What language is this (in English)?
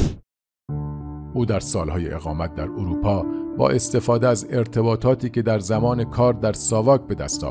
Persian